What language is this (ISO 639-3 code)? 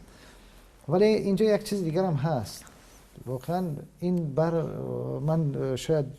tgk